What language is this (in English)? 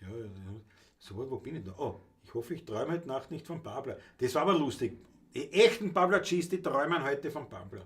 Bavarian